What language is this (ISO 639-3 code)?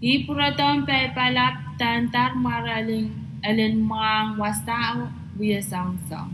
pon